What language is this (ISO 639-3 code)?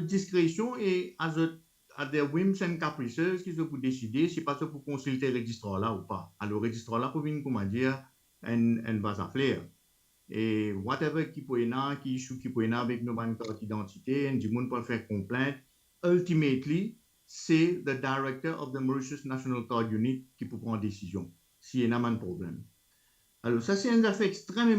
mfe